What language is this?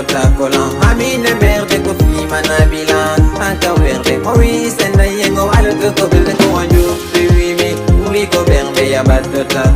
Fula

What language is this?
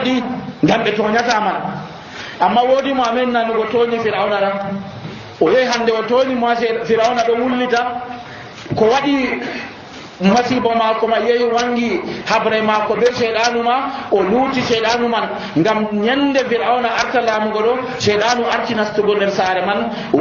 Nigerian Fulfulde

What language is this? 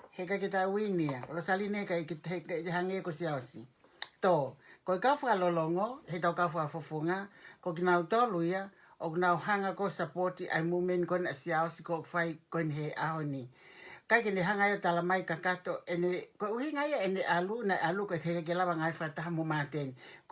Tongan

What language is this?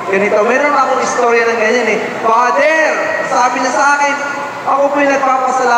Filipino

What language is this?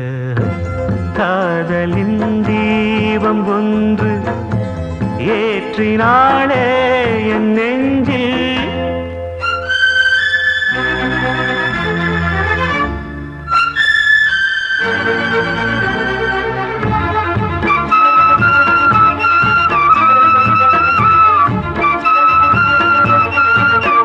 Tamil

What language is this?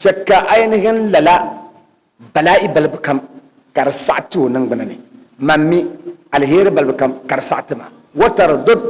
Dagbani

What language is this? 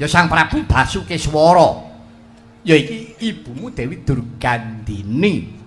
Javanese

